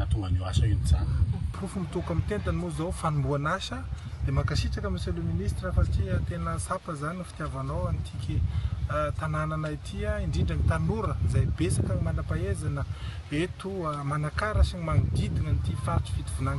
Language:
Malagasy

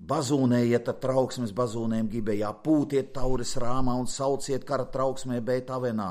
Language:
Latvian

